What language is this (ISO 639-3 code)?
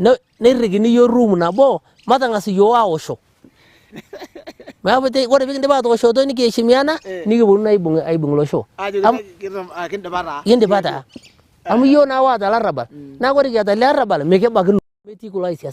mas